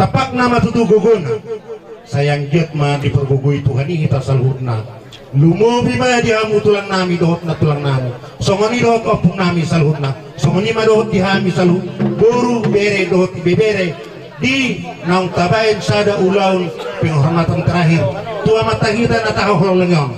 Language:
Batak Toba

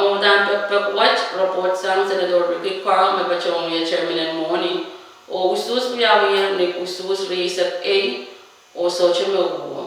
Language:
Pohnpeian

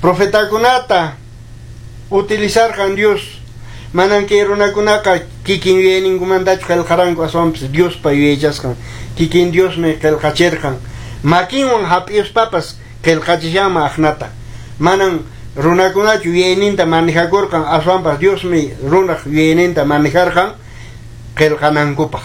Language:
Quechua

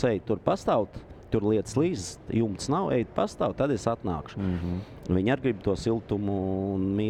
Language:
Latvian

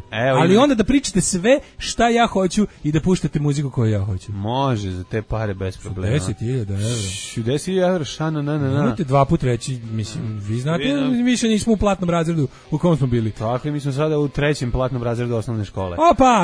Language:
Serbian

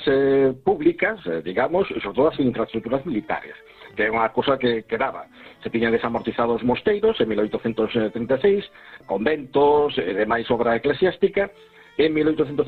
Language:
Galician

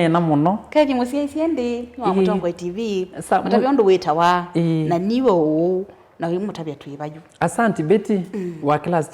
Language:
Kamba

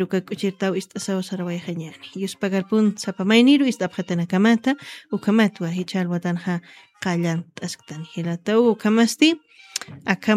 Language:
Aymara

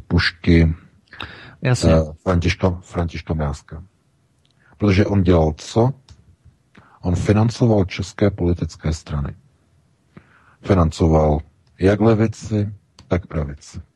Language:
Czech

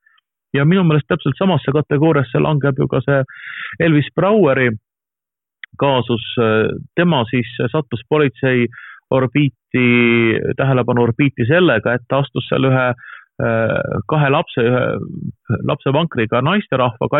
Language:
Estonian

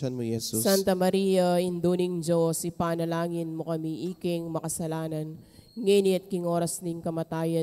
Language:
Pampanga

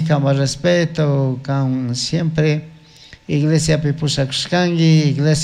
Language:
Chimborazo Highland Quichua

